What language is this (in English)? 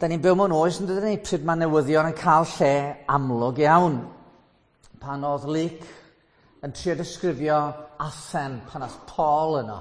Welsh